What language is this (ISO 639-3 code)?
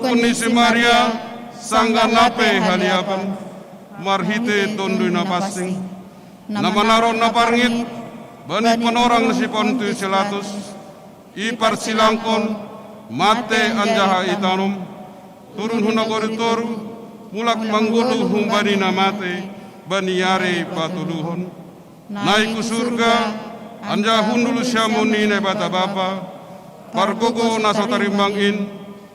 bts